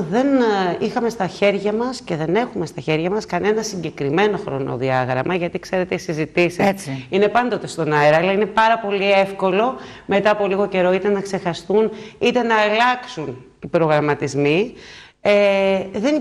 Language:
Greek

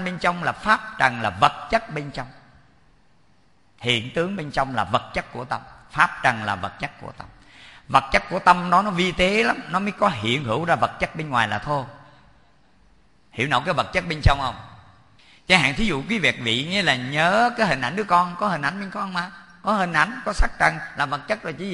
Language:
Vietnamese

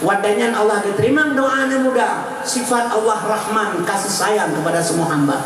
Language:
Achinese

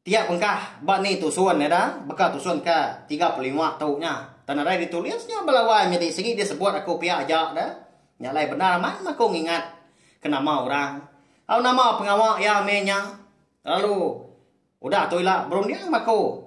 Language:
Iban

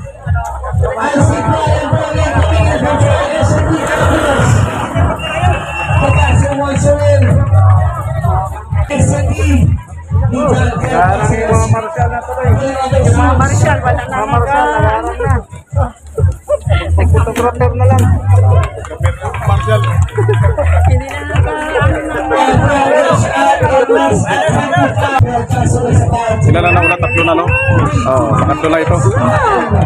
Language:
Filipino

